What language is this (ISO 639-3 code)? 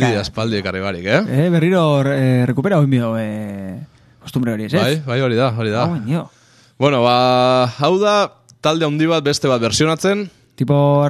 eus